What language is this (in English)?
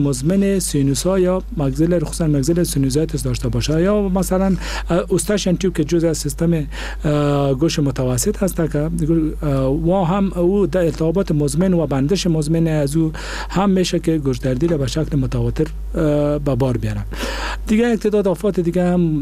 Persian